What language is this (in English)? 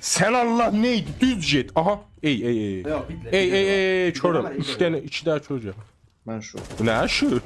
South Azerbaijani